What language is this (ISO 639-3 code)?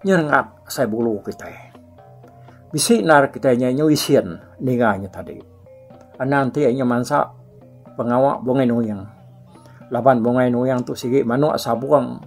iba